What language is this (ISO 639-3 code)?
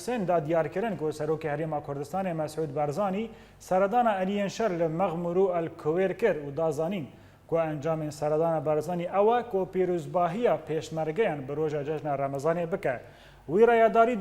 kur